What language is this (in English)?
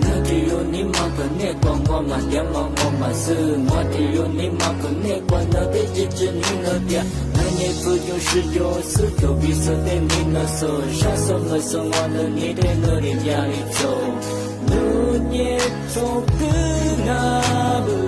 Lisu